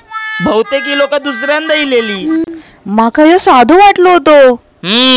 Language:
Konkani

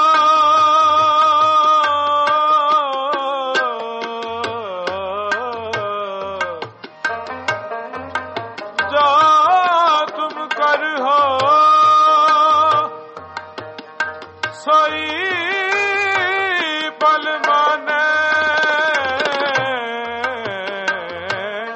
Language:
Punjabi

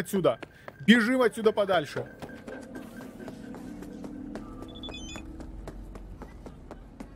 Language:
Russian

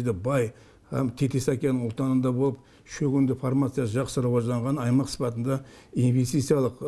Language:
Kara-Kalpak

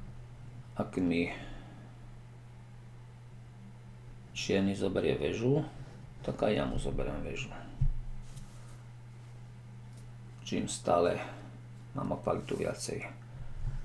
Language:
Slovak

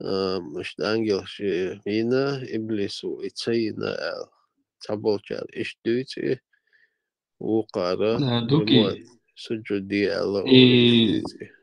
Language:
Chechen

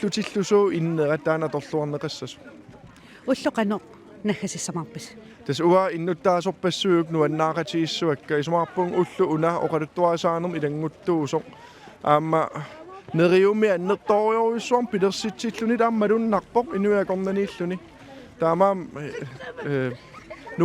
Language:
Kalaallisut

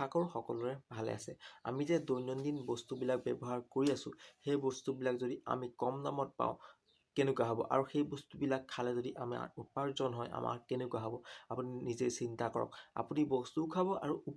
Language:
Assamese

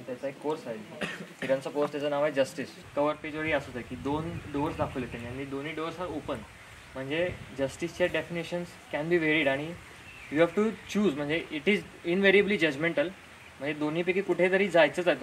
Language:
Marathi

